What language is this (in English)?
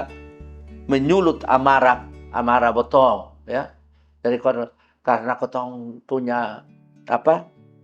Kupang Malay